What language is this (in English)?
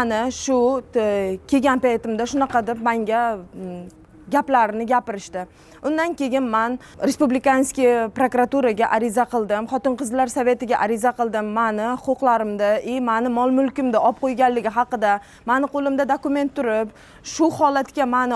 Uzbek